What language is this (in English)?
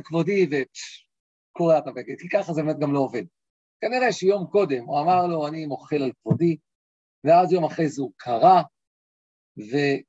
Hebrew